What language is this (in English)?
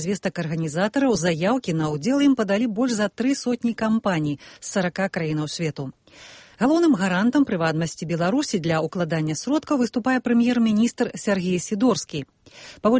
Belarusian